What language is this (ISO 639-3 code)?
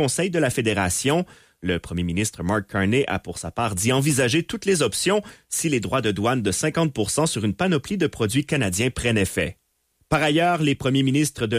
fra